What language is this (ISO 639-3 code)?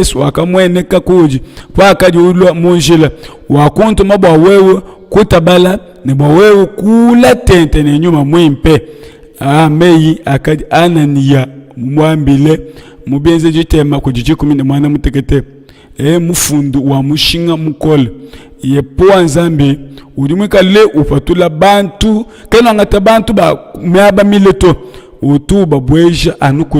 lua